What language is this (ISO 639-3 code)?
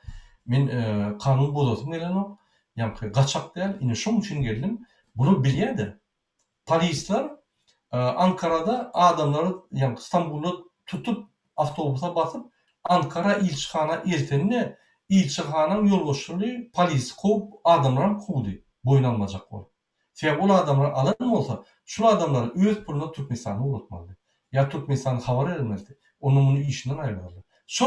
tuk